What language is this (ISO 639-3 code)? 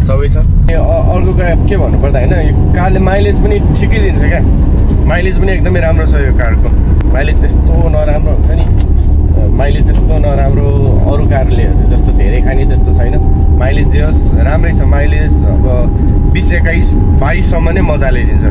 nep